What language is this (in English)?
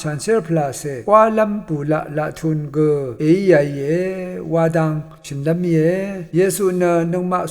Rawang